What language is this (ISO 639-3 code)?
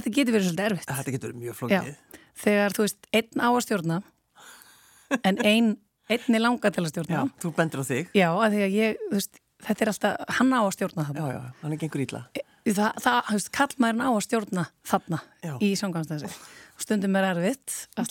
isl